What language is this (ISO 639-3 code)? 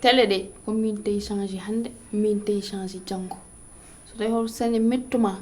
ful